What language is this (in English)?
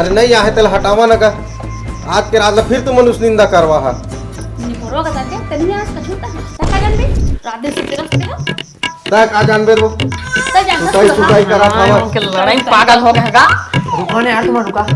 Chhattisgarhi